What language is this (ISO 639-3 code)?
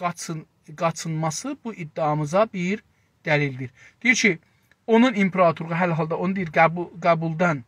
azb